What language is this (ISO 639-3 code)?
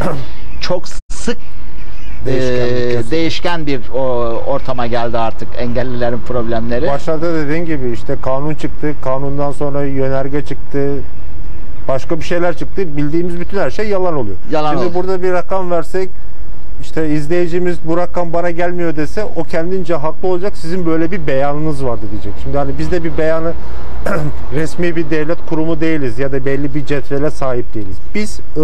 tur